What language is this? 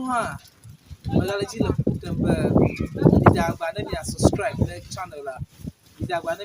Ewe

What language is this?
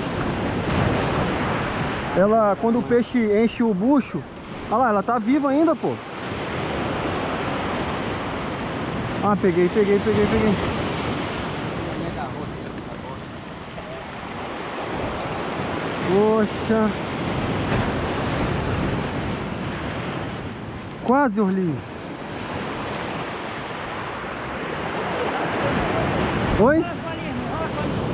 Portuguese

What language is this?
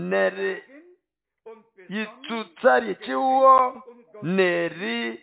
Nande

